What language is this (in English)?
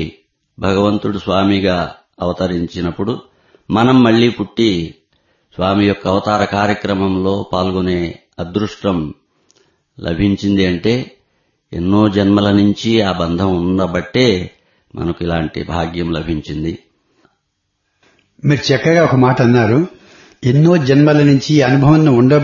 Telugu